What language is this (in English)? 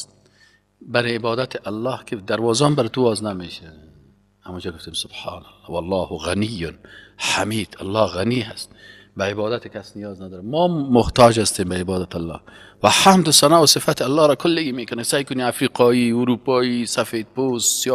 Persian